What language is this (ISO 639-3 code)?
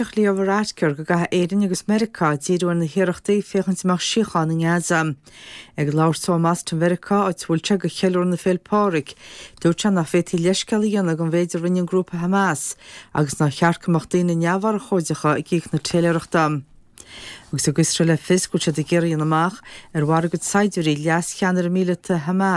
gle